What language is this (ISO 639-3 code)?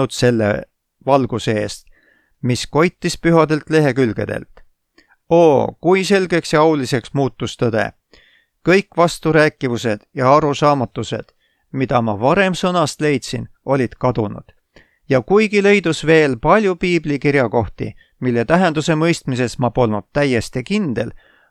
est